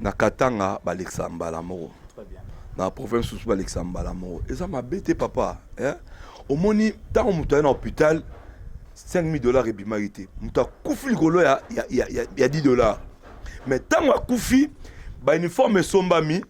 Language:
Lingala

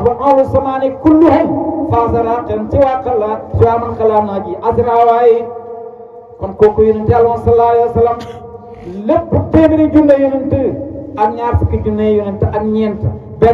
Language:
Wolof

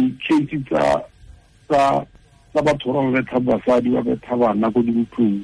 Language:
Tswana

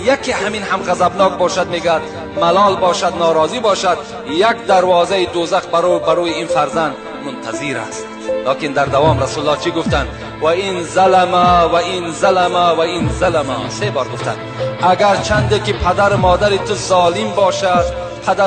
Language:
Tajik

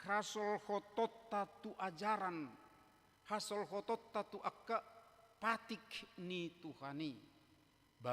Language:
Batak Toba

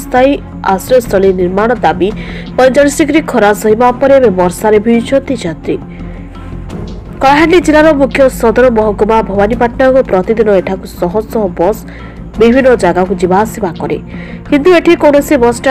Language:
Odia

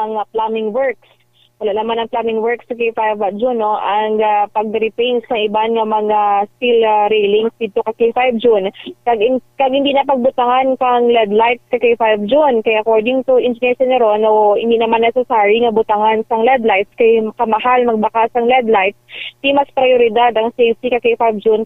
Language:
Hiligaynon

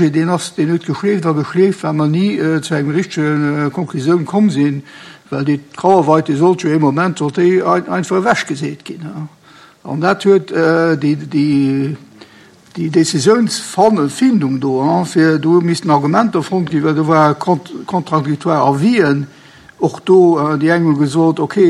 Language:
Luxembourgish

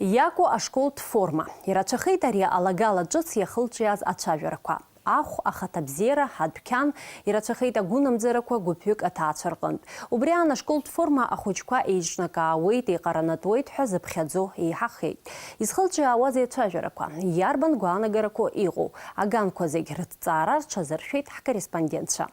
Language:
Abkhazian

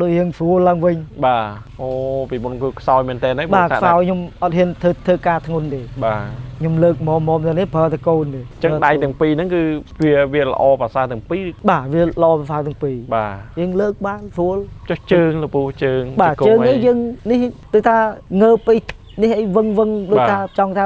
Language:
Khmer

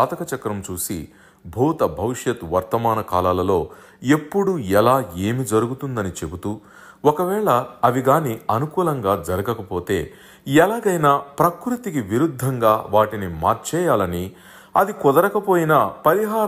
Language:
Telugu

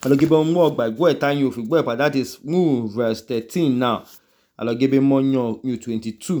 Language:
Idoma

